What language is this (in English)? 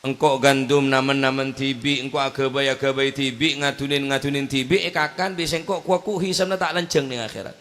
Madurese